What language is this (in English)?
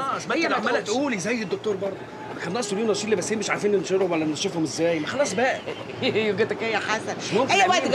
Egyptian Arabic